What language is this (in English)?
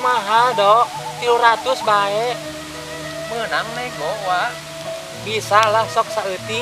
Sundanese